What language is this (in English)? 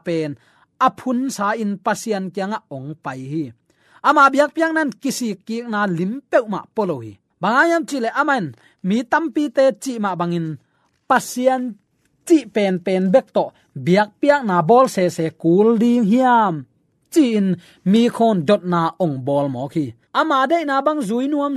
Tedim Chin